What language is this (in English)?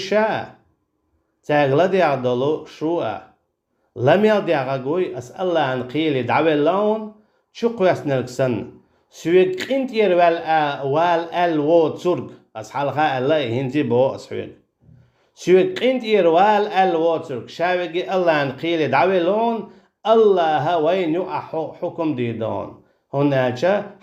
Chechen